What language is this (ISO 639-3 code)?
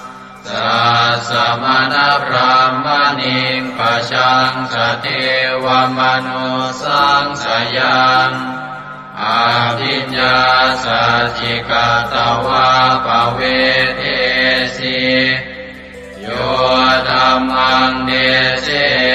pli